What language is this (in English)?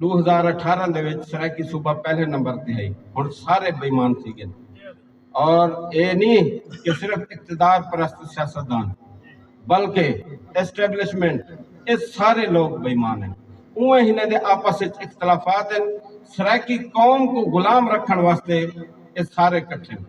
Saraiki